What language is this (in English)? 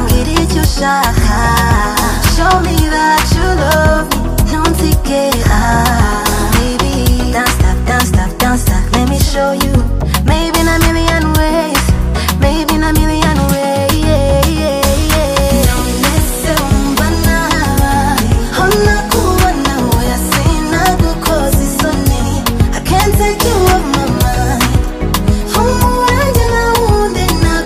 Kinyarwanda